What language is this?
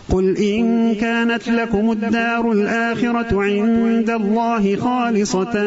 Arabic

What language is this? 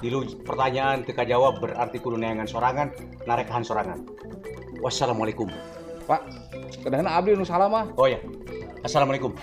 Sundanese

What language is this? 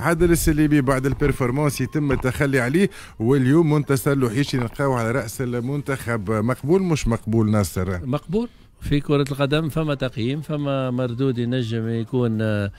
Tunisian Arabic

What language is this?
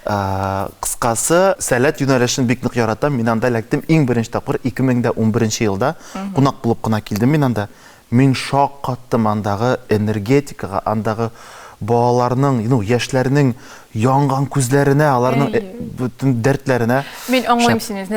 Tatar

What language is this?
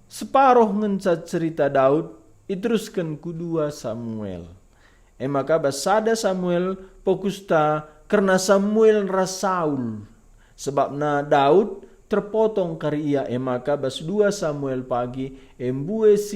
Batak Karo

